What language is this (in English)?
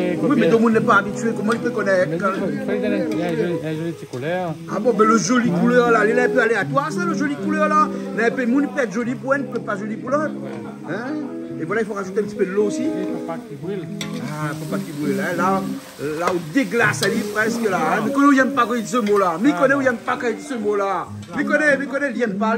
Réunion Creole French